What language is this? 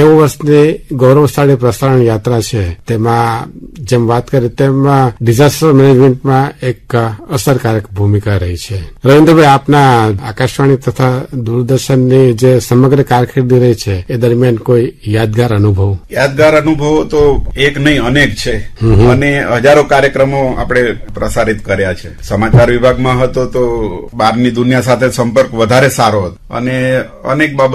Gujarati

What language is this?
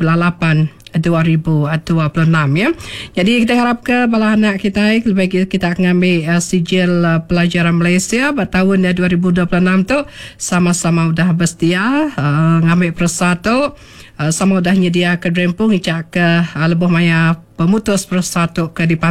Iban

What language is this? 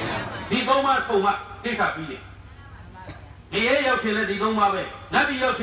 Burmese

